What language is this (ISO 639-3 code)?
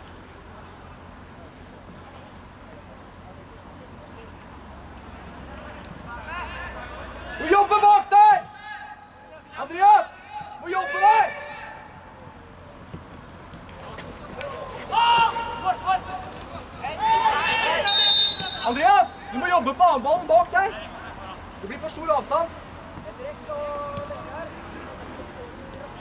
nor